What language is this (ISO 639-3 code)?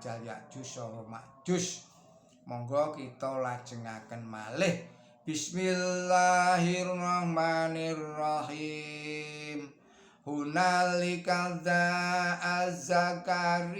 jav